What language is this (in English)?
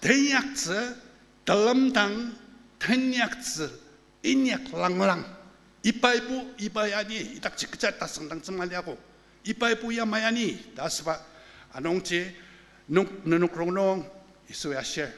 Ao Naga